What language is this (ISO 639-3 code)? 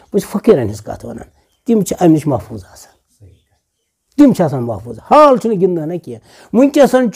kas